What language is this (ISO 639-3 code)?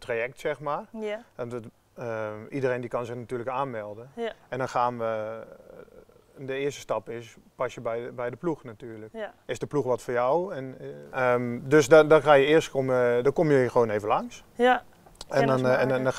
nld